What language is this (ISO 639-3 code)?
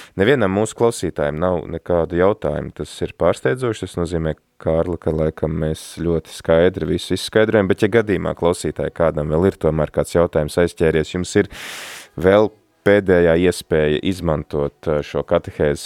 lav